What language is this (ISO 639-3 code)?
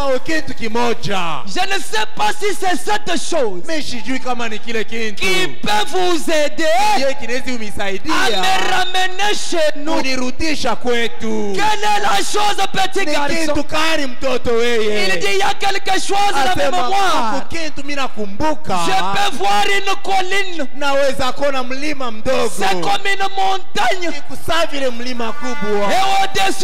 swa